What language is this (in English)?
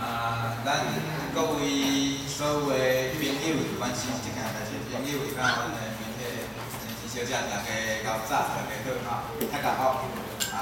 Min Nan Chinese